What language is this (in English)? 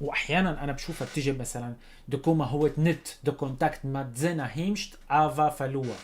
North Levantine Arabic